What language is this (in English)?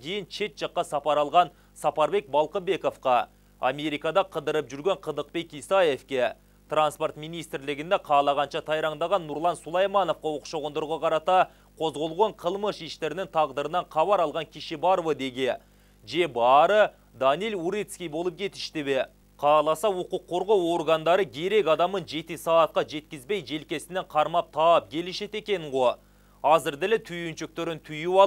Kyrgyz